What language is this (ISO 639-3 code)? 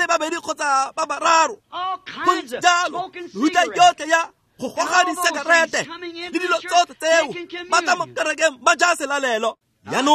tsn